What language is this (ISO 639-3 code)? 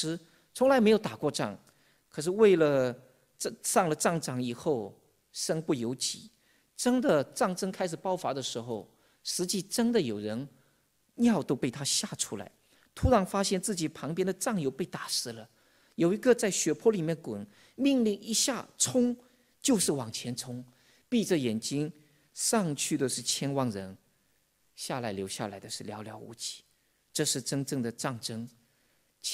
zho